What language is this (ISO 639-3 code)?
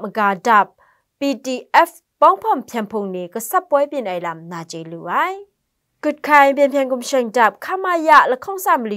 kac